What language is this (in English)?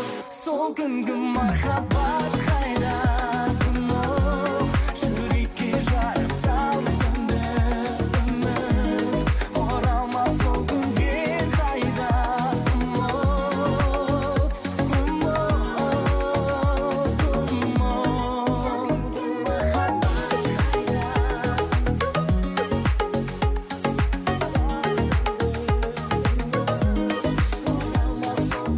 Kazakh